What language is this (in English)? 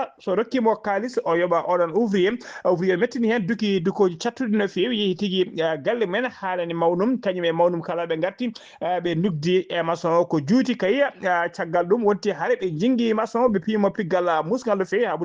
Fula